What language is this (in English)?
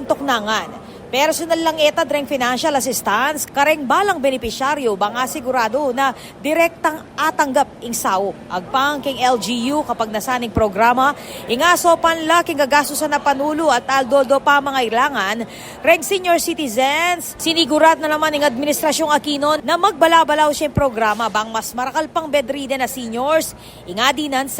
Pampanga